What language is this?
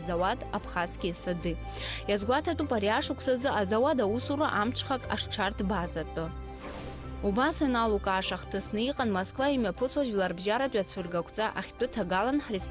Abkhazian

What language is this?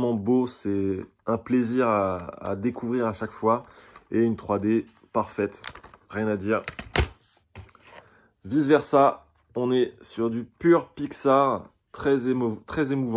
French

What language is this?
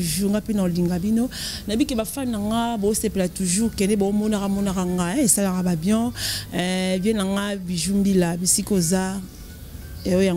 Lingala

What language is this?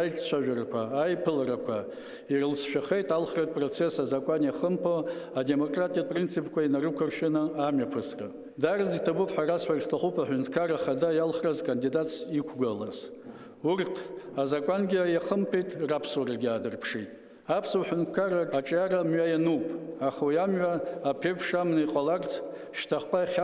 Abkhazian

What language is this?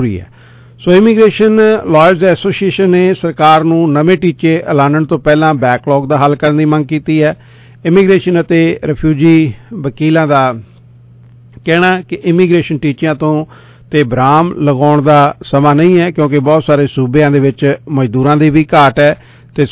Punjabi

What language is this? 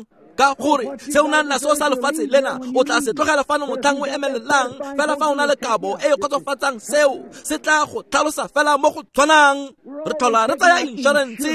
Tswana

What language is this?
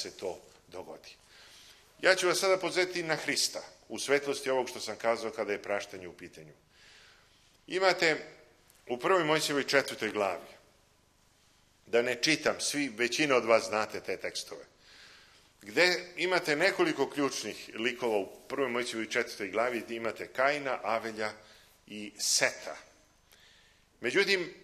Serbian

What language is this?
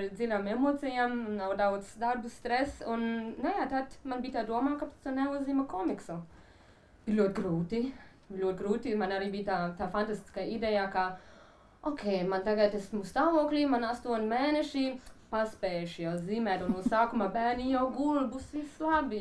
Latvian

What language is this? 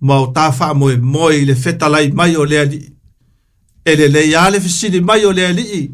Samoan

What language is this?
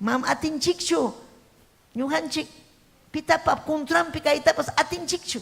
Ayacucho Quechua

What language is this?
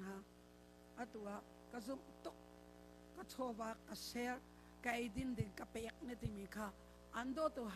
Hakha Chin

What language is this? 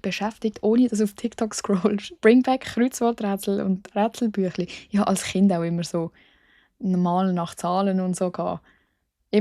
Swiss German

